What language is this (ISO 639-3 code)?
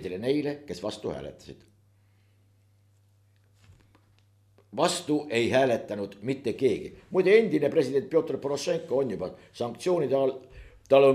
est